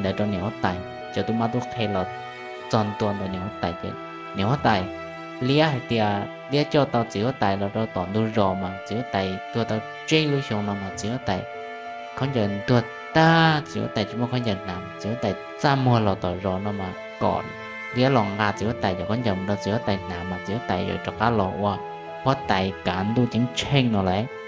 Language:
Hmong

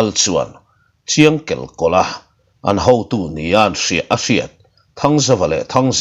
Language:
Mizo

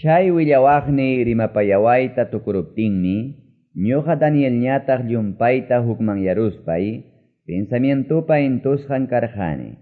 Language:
Quechua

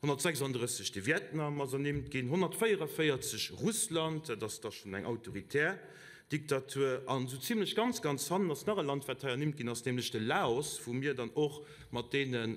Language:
Luxembourgish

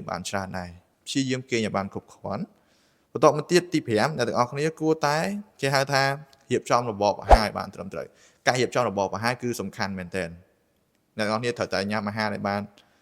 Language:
Khmer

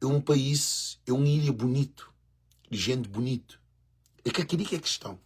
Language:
Kabuverdianu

